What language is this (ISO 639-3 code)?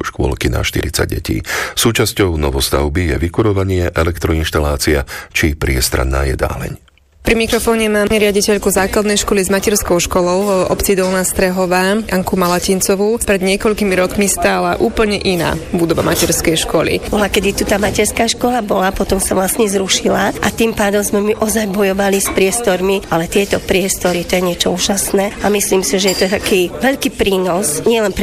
slk